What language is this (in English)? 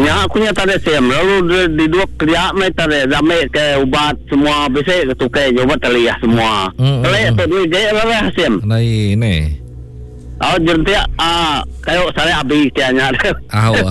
Iban